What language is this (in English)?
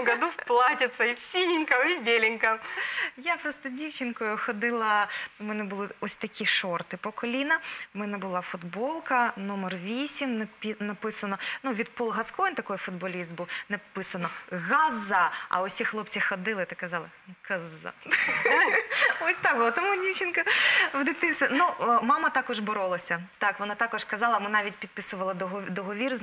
Ukrainian